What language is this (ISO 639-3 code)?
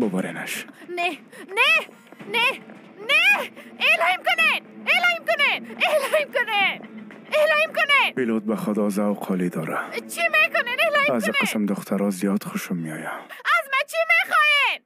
fas